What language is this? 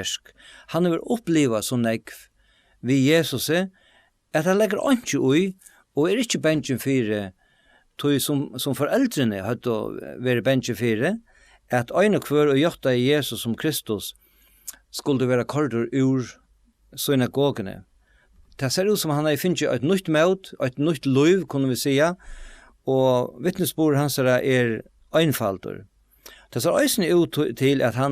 Faroese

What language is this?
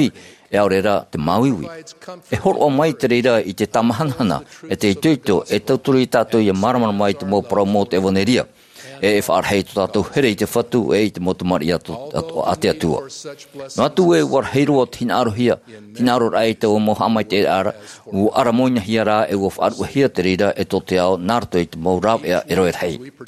Tahitian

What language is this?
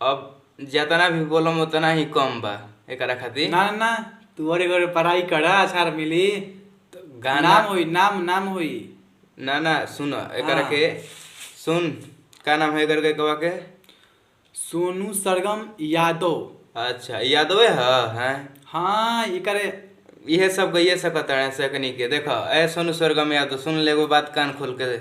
Bhojpuri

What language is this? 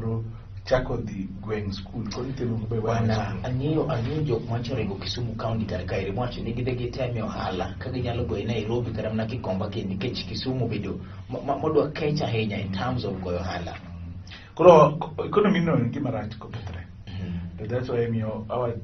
Luo (Kenya and Tanzania)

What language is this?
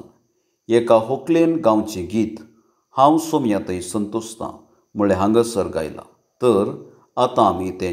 Konkani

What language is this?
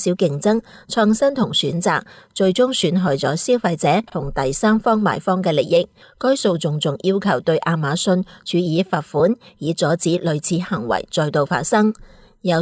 Cantonese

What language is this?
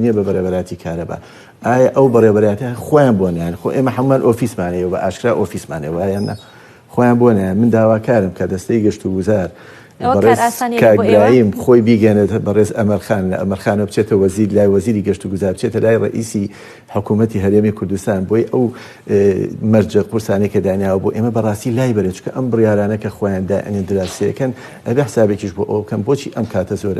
Central Kurdish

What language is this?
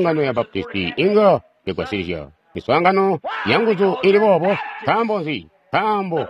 Tonga (Zambia)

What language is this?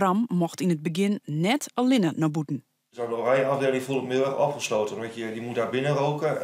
Western Frisian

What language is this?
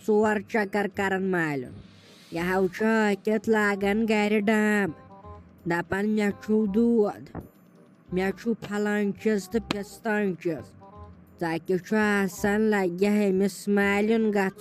Kashmiri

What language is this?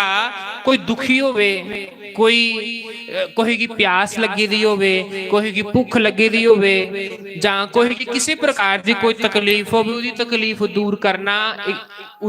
Dogri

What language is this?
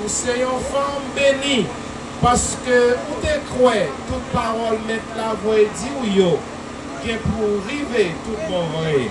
Haitian Creole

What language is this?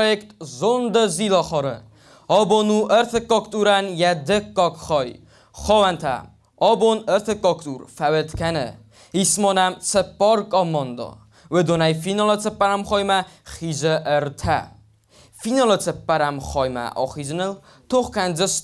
Ossetic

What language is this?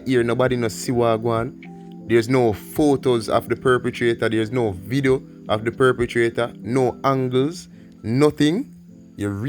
Jamaican Creole English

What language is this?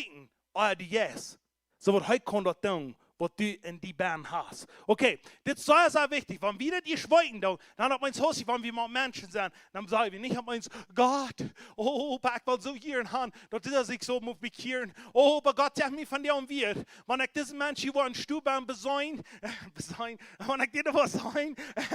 Plautdietsch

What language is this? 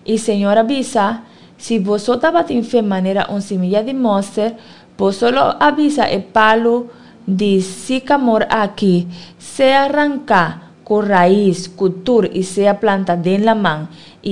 Papiamento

